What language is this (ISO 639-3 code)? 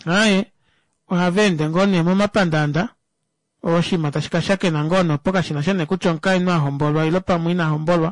kua